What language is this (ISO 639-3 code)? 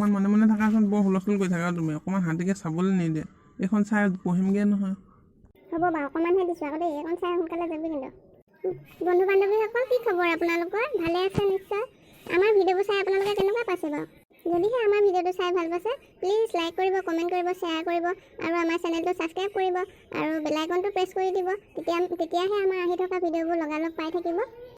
asm